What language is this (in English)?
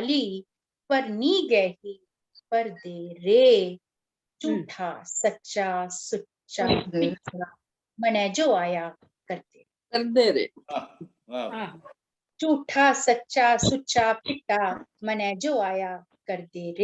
Dogri